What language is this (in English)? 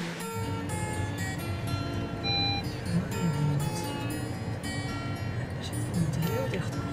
Dutch